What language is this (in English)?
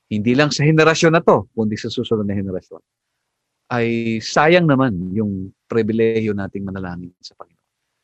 Filipino